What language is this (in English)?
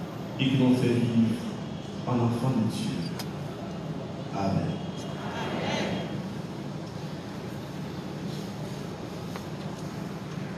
French